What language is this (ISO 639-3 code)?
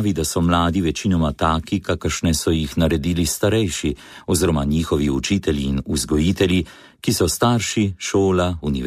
slv